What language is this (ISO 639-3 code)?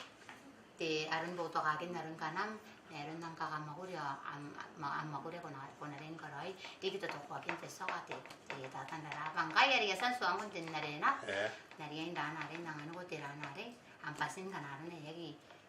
gil